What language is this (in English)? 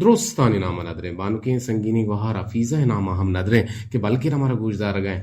Eastern Balochi